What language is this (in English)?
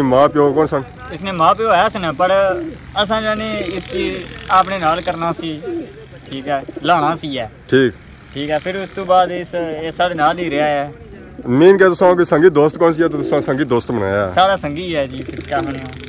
Pahari-Potwari